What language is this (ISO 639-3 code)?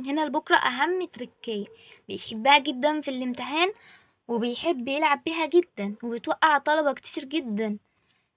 arz